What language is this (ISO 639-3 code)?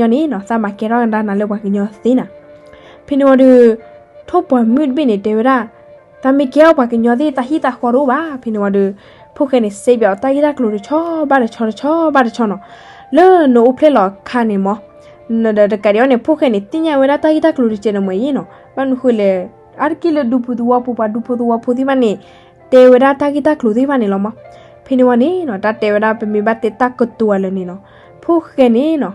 ksw